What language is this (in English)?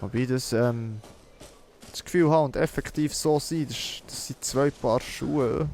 Swiss German